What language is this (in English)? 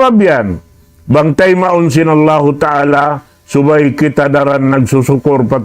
Tausug